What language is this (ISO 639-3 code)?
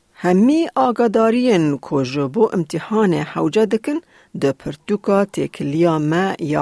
kur